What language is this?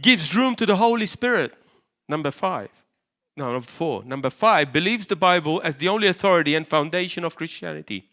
English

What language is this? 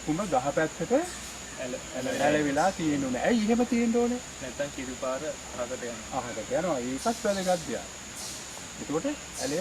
Sinhala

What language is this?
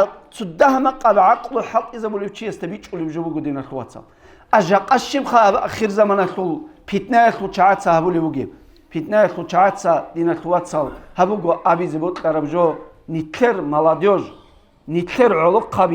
Avaric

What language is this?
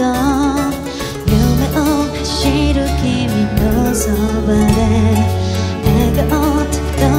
Japanese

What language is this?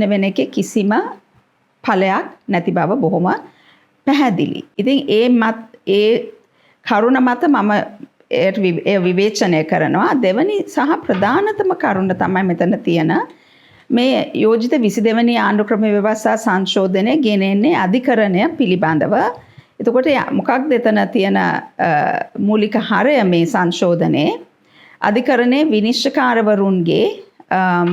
Sinhala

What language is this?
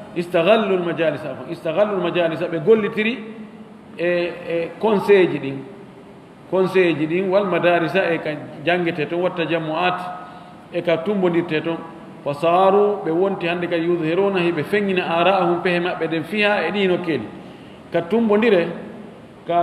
Fula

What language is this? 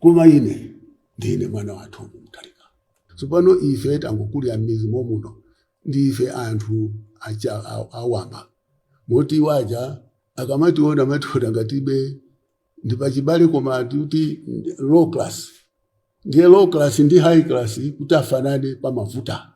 Nyanja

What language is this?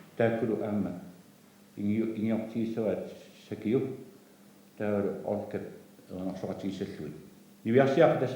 Kalaallisut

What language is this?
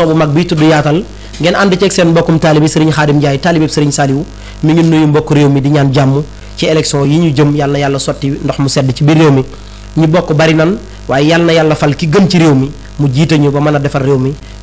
Wolof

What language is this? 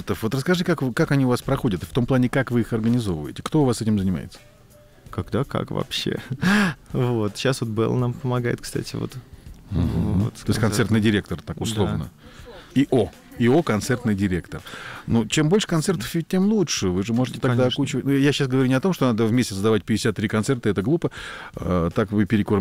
Russian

